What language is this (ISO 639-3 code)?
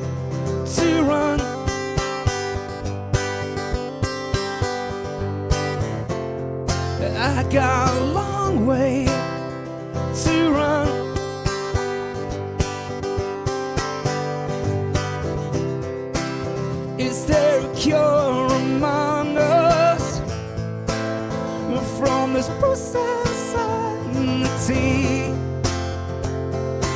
eng